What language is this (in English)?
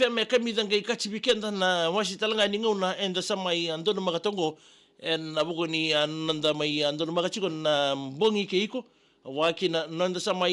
Fijian